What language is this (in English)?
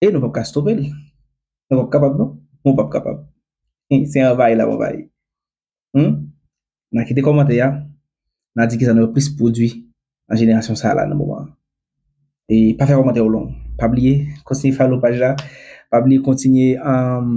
Haitian Creole